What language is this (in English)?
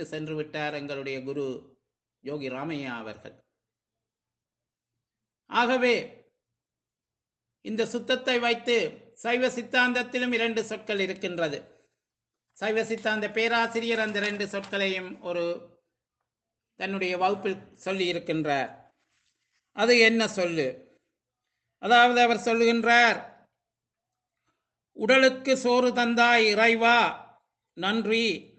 Tamil